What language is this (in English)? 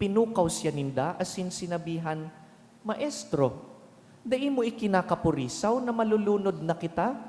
Bikol